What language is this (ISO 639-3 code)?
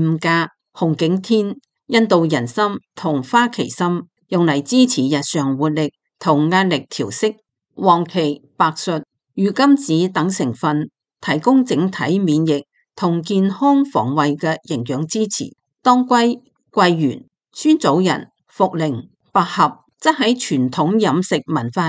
yue